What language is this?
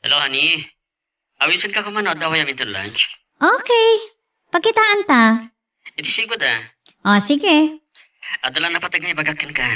Iloko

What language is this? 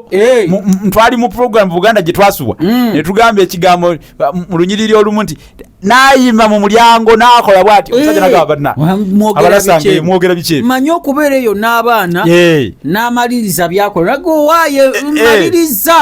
Ganda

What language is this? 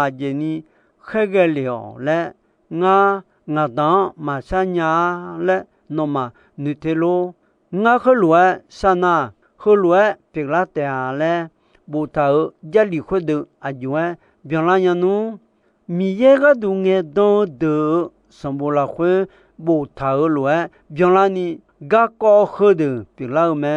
Akha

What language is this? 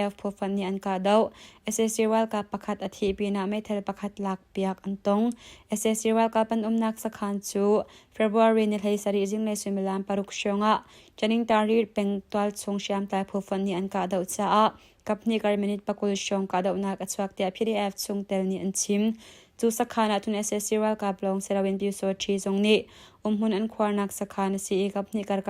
Hakha Chin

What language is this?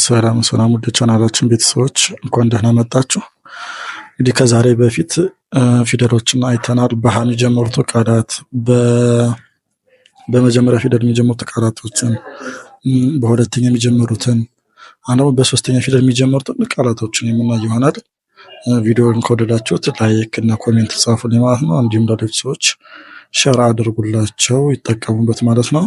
Amharic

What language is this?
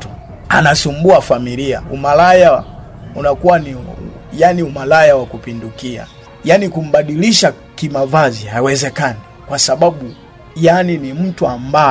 Swahili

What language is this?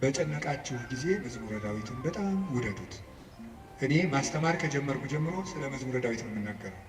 Amharic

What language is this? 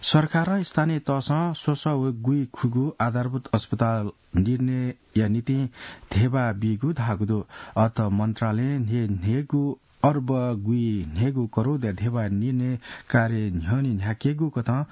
Newari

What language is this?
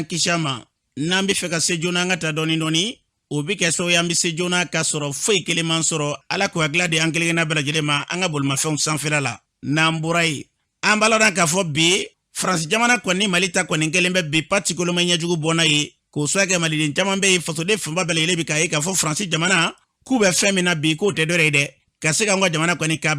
Bambara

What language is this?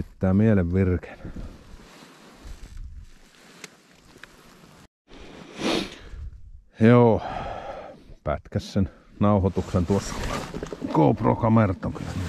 Finnish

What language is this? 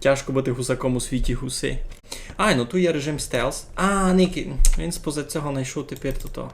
Rusyn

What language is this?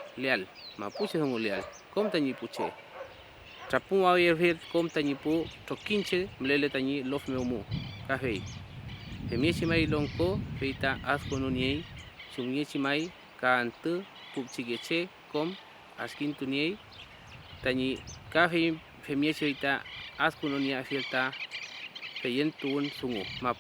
Mapuche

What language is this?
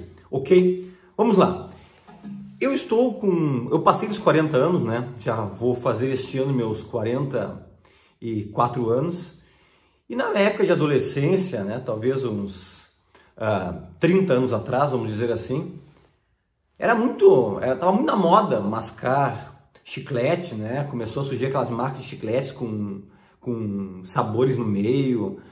Portuguese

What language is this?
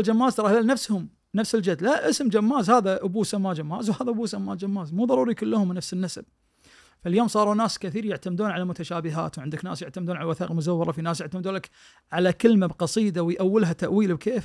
Najdi Arabic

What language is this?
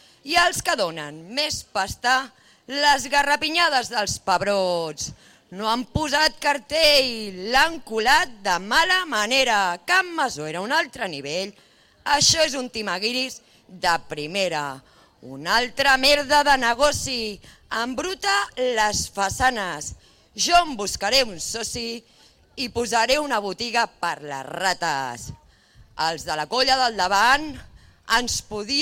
Catalan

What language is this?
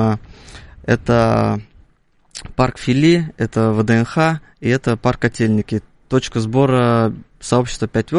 Russian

